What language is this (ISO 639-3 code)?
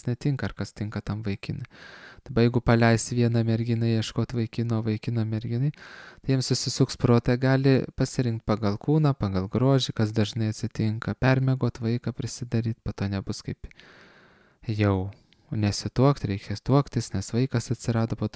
lit